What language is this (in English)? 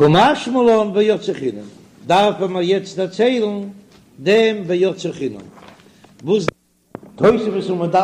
Yiddish